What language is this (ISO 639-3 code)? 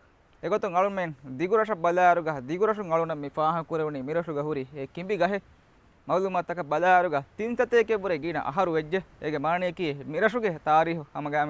div